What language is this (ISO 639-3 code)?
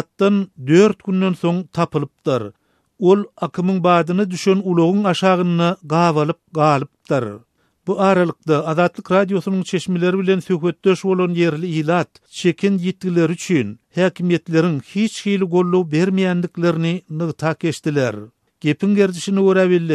tuk